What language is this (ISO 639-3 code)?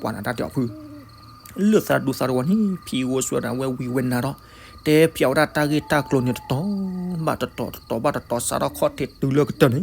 ksw